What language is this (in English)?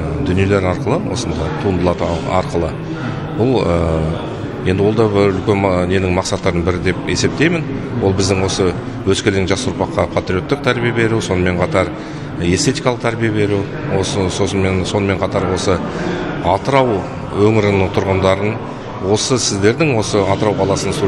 Kazakh